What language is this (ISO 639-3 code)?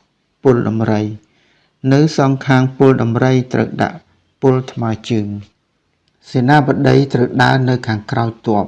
khm